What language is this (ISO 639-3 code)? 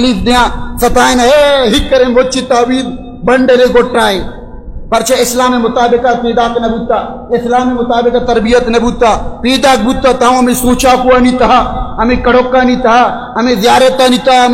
bal